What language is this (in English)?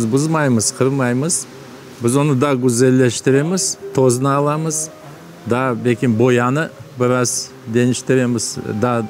Crimean Tatar